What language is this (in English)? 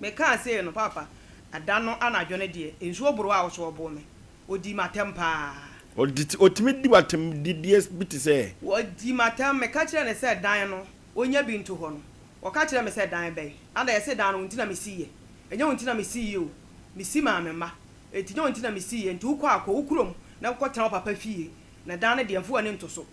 Akan